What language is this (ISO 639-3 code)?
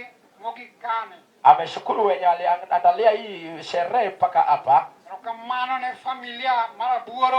luo